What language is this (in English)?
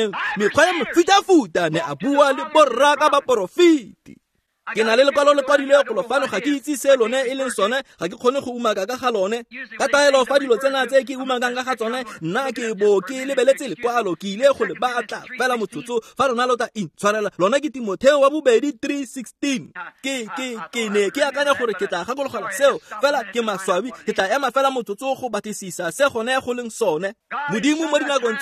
Tswana